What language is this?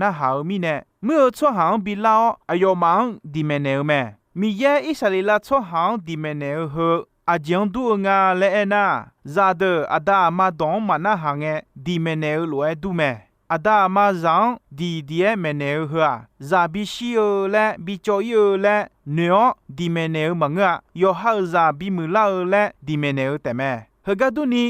Akha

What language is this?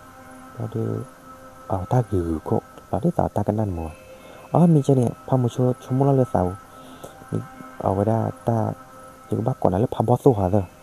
S'gaw Karen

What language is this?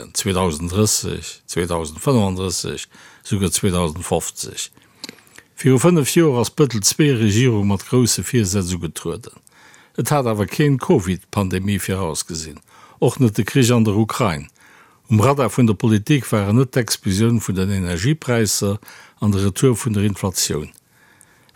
Luxembourgish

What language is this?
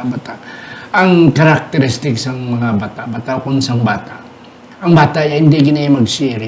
Hiligaynon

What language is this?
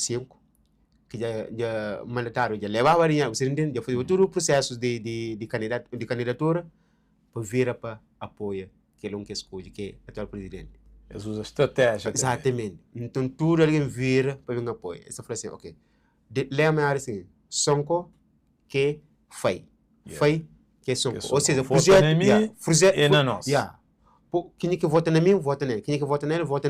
Kabuverdianu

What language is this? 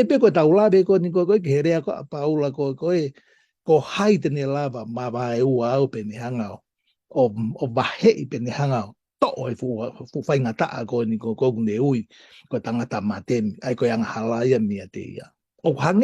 Tongan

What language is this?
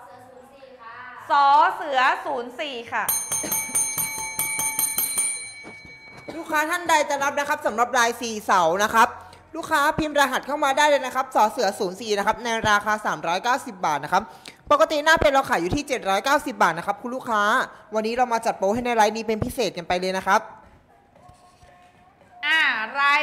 Thai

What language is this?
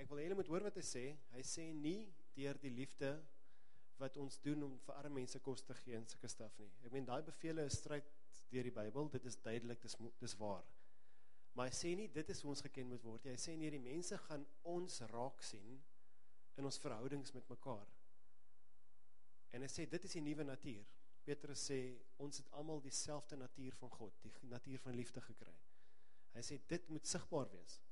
Afrikaans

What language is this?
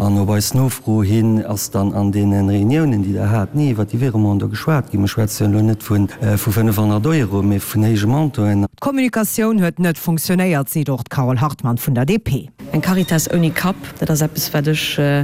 Luxembourgish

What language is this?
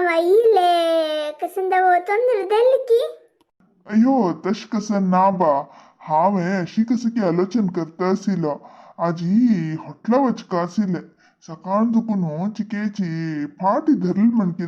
Konkani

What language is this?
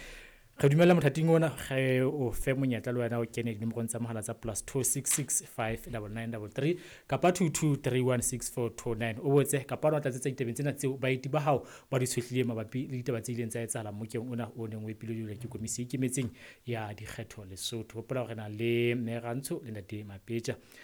Southern Sotho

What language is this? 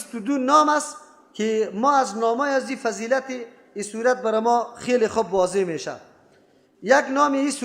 Persian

